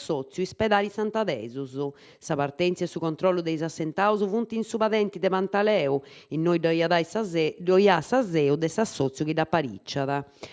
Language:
Sardinian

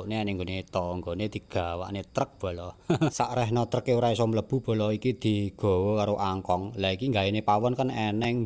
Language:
Javanese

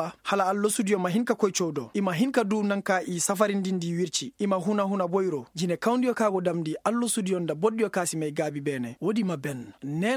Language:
Koyraboro Senni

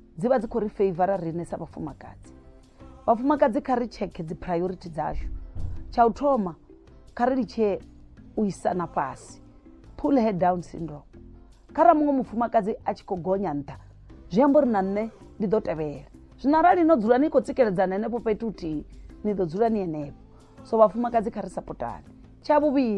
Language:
Venda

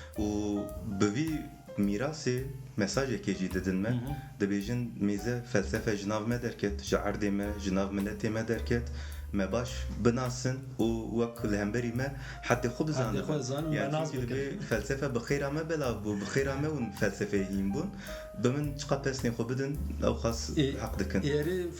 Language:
Kurdish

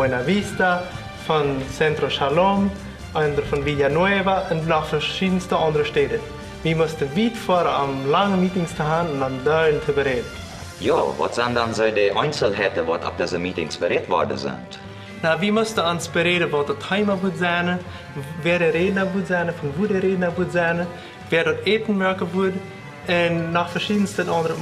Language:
Plautdietsch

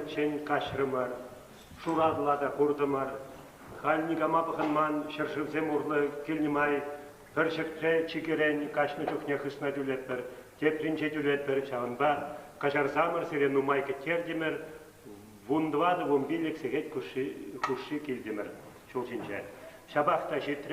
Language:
Chuvash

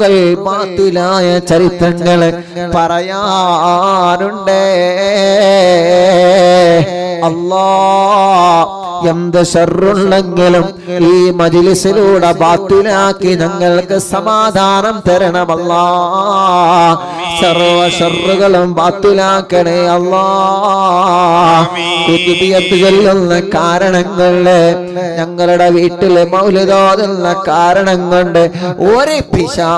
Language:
Malayalam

